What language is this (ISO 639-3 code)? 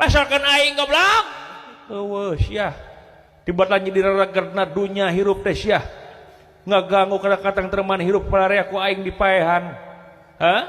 sun